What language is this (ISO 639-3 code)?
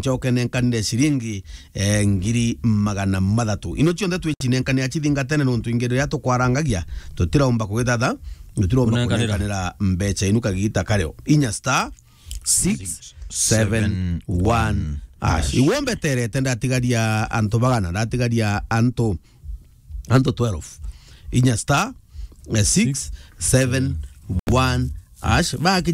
mer